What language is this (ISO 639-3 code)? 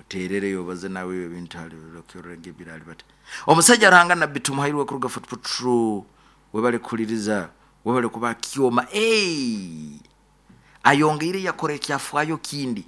nyo